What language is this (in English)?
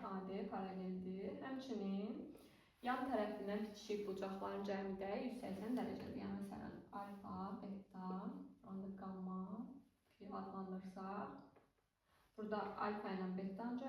Azerbaijani